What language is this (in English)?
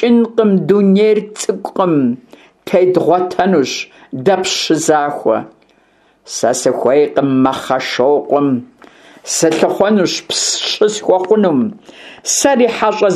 Kabardian